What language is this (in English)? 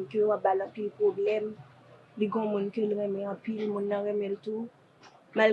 Haitian Creole